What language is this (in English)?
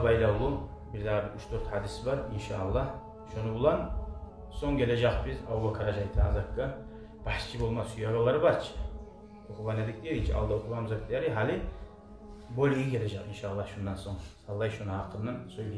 Kumyk